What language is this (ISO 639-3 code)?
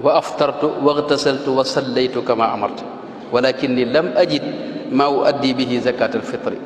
wol